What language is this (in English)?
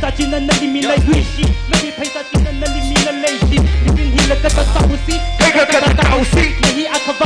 Tangkhul Naga (India)